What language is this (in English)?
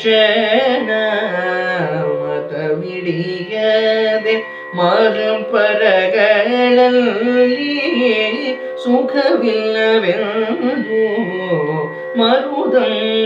Kannada